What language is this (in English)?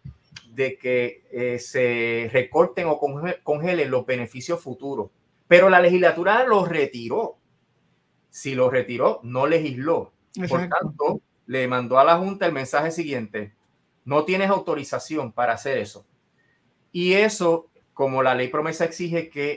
Spanish